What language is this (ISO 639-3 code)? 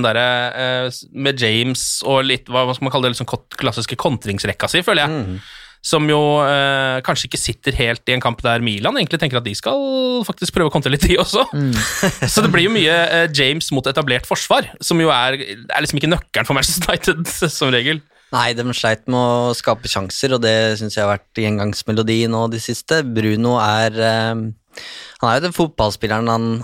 nor